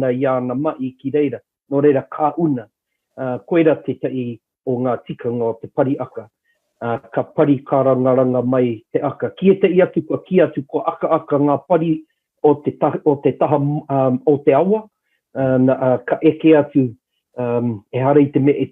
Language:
Māori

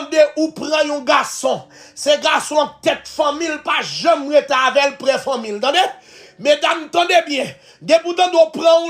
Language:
Haitian Creole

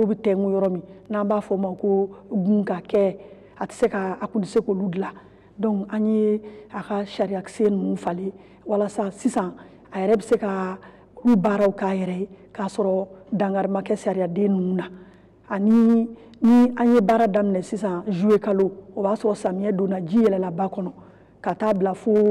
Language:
Bambara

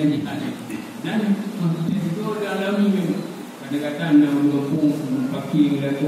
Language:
Achinese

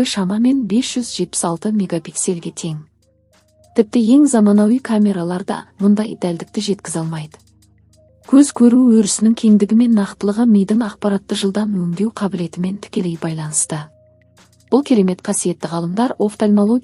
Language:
Kazakh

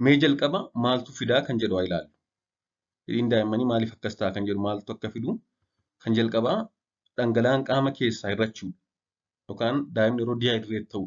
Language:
Oromo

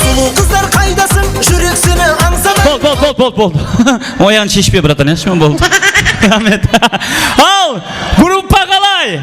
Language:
Kara-Kalpak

